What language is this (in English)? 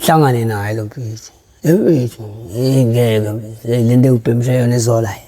Zulu